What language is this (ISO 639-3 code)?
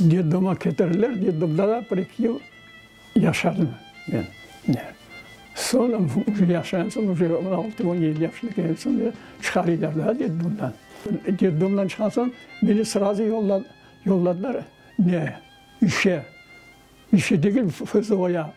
crh